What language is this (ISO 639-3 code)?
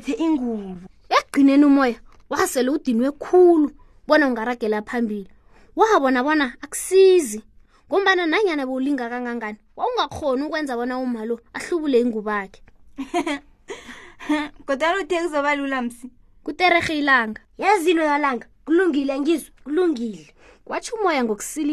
nbl